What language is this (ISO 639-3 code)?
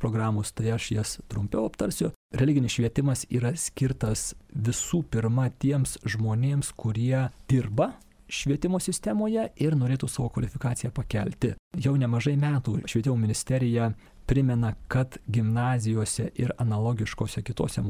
lit